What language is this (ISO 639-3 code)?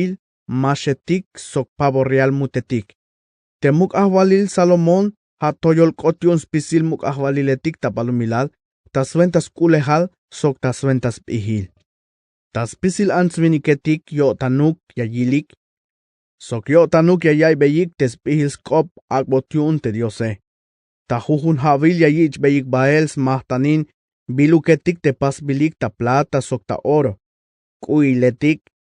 tzh